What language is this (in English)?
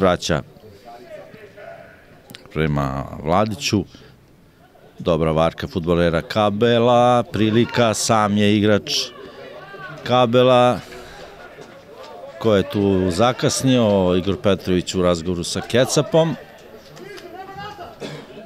Serbian